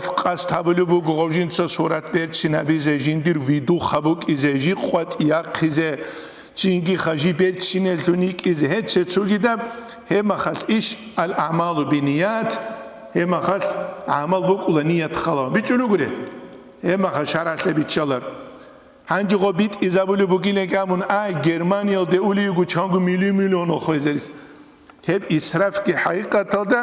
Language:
Avaric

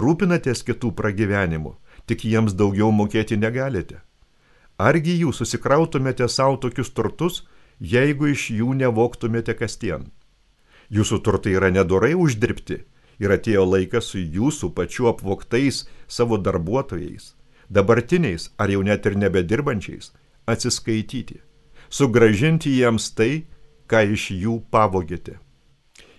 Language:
Lithuanian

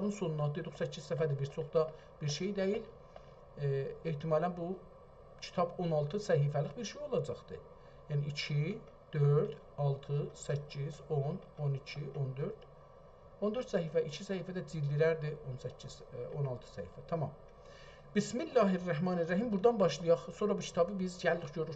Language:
South Azerbaijani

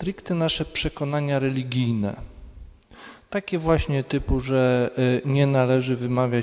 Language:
Polish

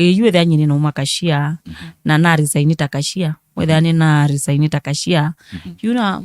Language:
Kamba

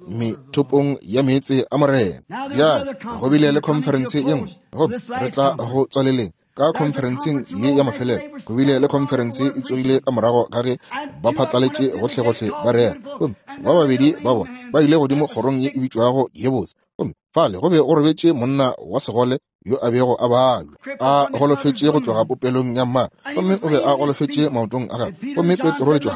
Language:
Northern Sotho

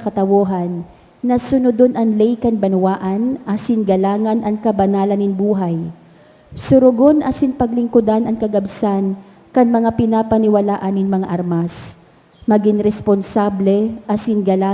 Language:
Bikol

